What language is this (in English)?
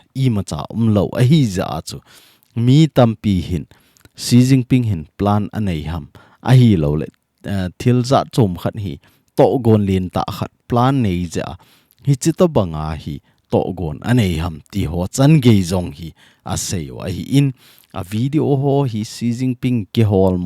Thado Chin